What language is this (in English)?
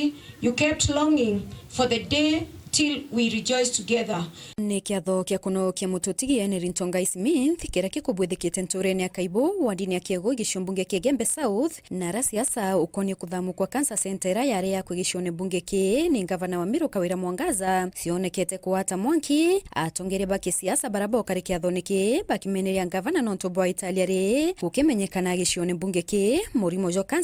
Meru